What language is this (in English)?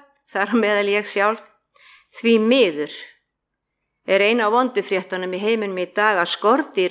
Icelandic